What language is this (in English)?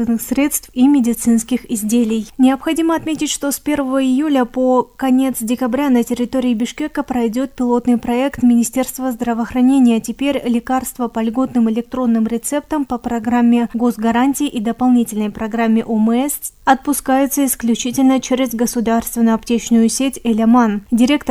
Russian